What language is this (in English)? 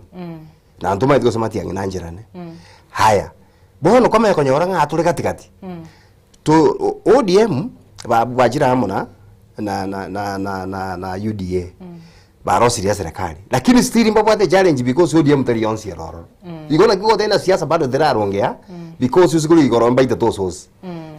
Gusii